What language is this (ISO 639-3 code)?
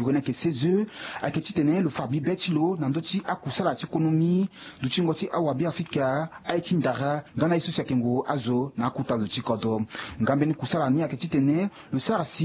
sag